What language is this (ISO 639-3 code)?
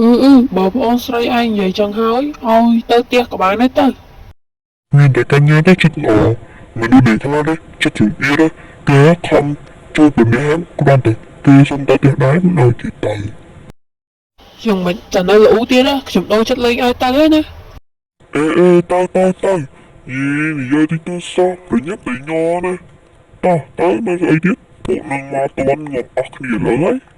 khm